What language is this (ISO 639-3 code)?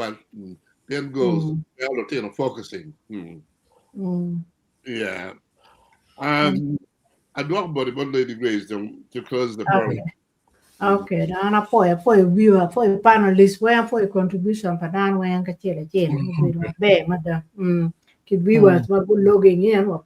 ach